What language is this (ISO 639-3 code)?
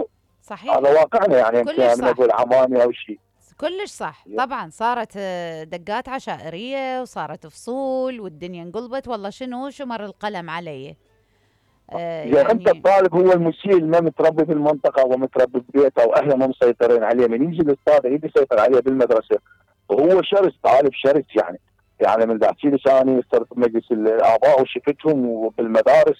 acm